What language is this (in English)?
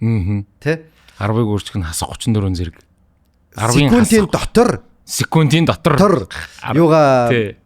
Mongolian